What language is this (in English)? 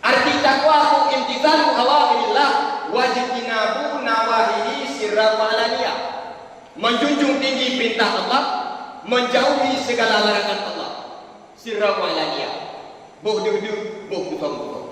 Achinese